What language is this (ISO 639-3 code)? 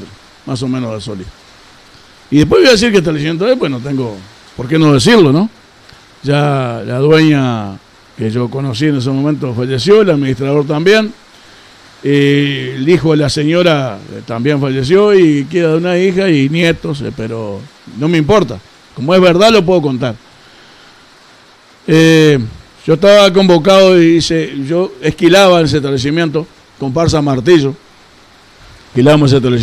spa